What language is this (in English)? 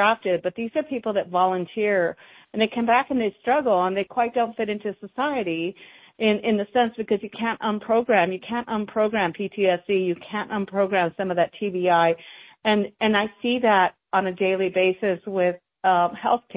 English